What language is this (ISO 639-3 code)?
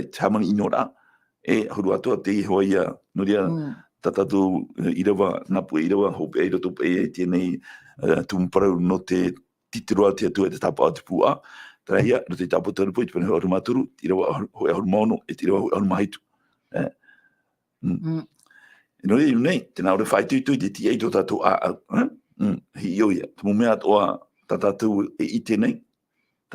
tah